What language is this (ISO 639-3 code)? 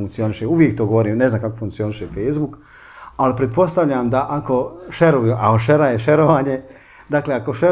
bos